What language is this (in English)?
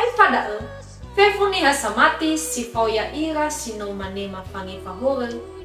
Nias